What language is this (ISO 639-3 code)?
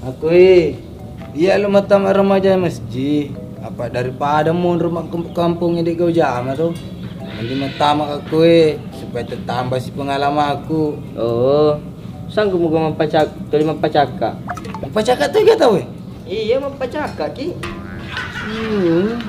bug